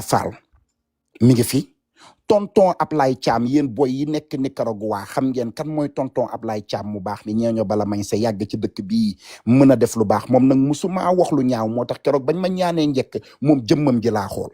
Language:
Wolof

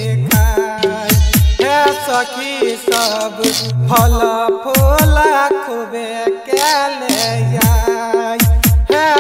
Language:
Bhojpuri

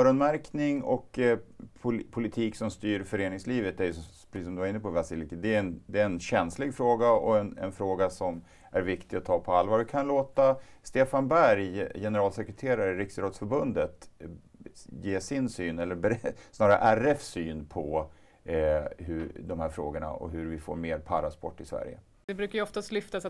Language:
Swedish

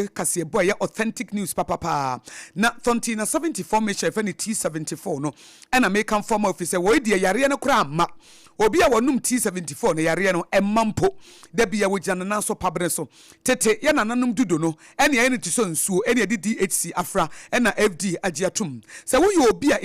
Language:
Akan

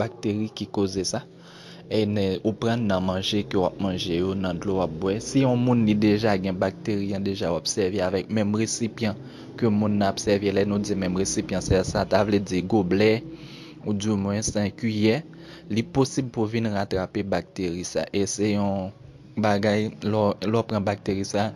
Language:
Haitian Creole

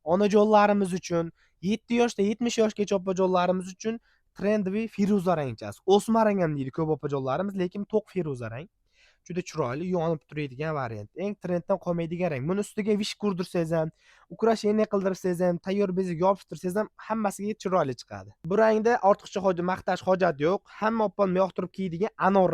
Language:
Uzbek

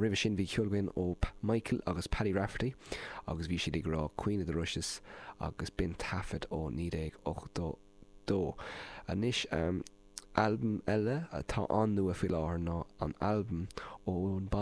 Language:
Irish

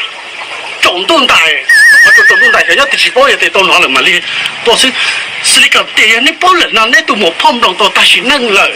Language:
Hmong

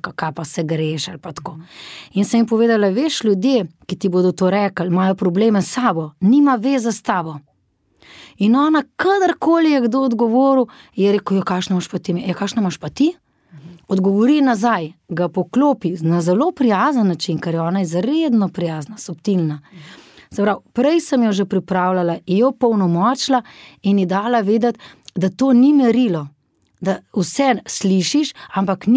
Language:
Slovenian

